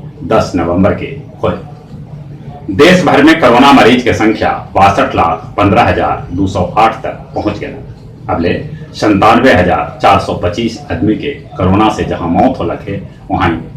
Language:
Magahi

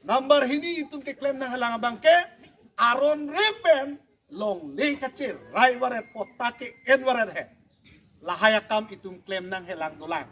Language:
Karbi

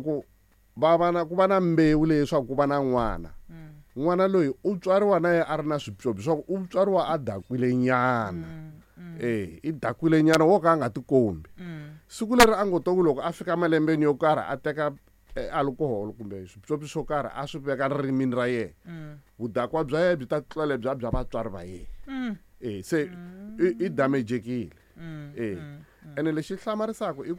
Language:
Tsonga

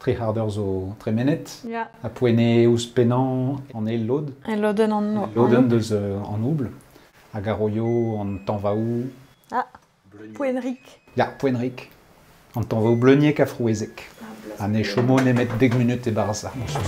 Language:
Breton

